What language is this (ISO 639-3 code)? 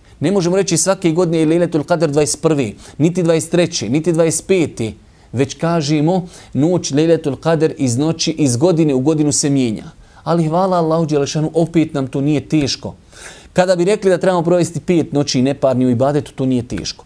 bos